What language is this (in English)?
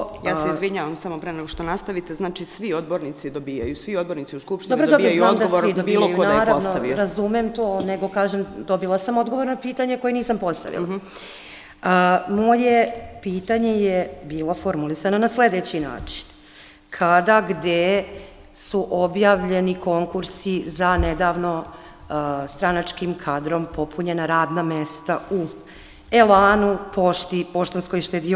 Serbian